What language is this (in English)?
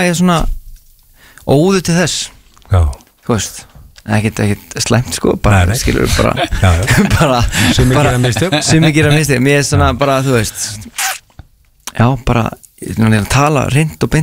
Icelandic